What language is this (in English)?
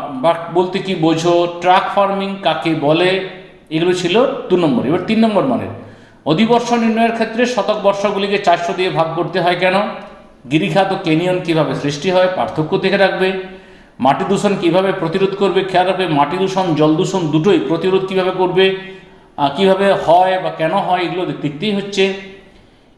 Bangla